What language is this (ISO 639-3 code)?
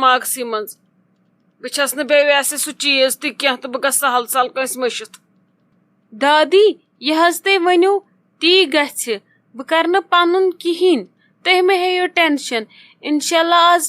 kas